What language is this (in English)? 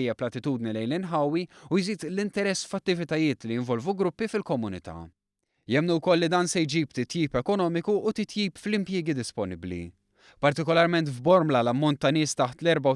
Maltese